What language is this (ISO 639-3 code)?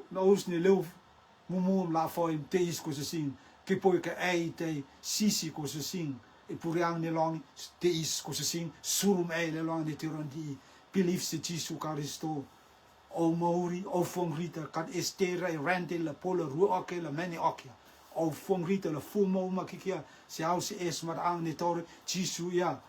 rtm